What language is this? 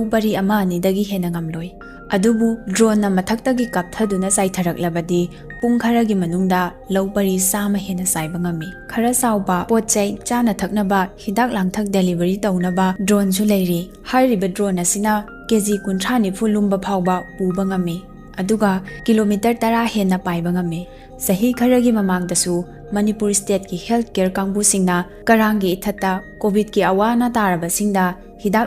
Manipuri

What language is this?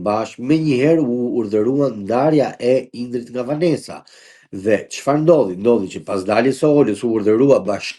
Albanian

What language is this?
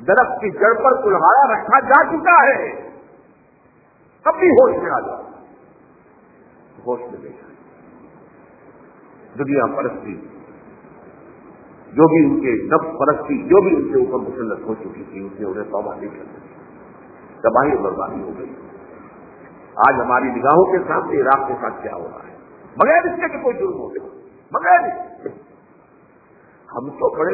Urdu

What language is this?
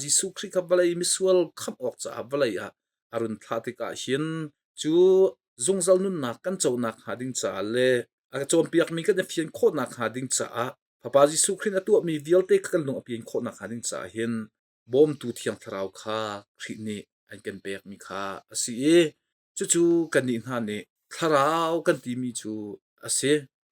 Hakha Chin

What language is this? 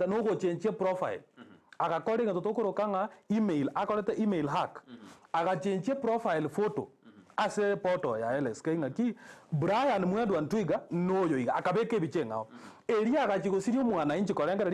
Gusii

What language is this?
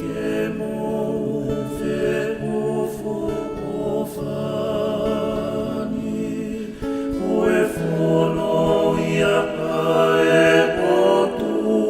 Tongan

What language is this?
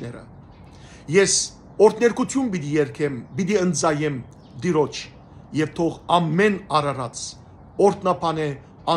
Armenian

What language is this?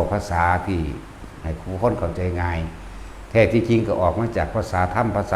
Northeastern Thai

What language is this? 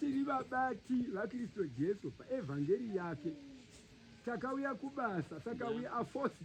Shona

